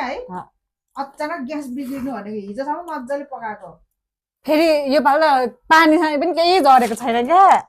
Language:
Nepali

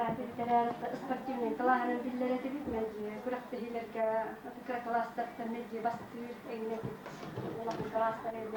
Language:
Yakut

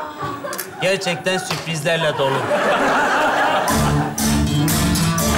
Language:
Turkish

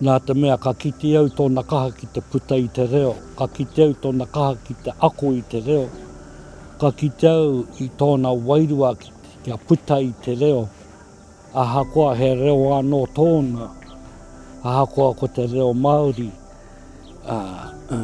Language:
Māori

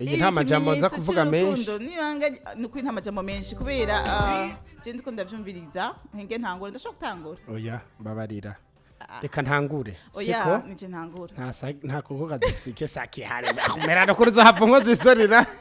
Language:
Rundi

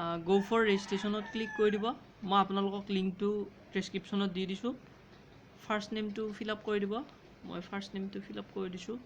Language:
Assamese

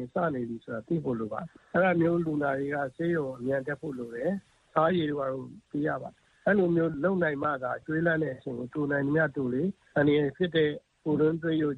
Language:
Burmese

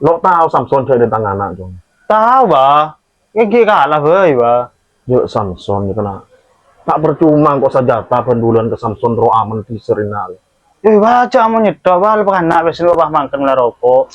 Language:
Madurese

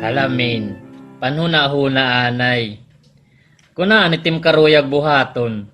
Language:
Waray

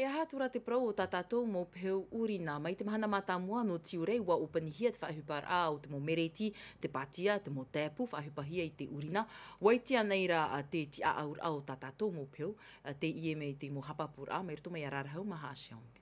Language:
Tahitian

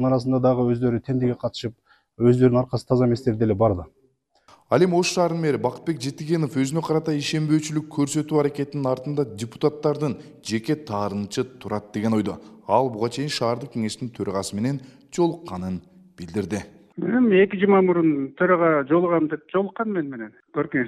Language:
Kyrgyz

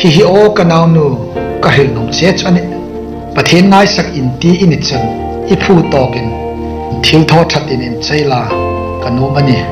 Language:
Hmar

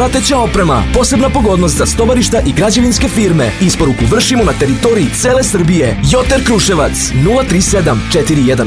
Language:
Serbian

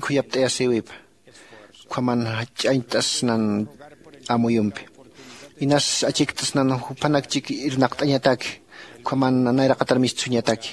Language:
Aymara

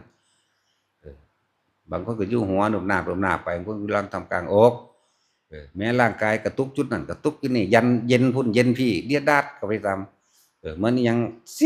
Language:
Northeastern Thai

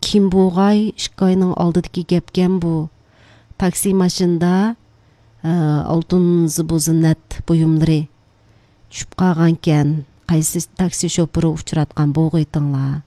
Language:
Uyghur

